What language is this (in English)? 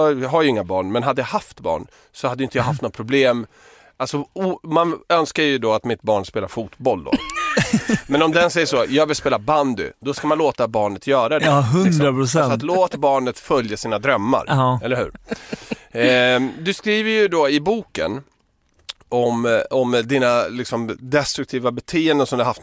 Swedish